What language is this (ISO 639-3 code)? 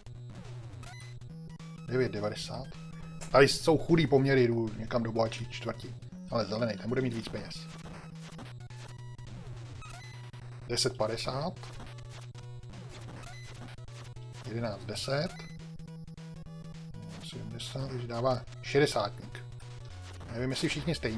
ces